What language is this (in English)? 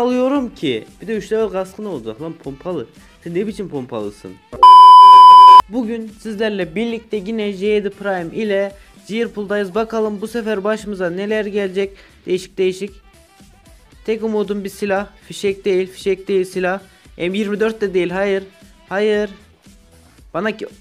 Turkish